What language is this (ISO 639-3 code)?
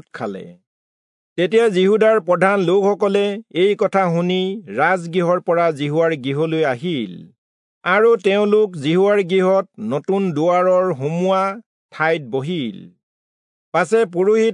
asm